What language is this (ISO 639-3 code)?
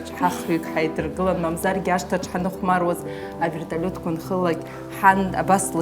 abk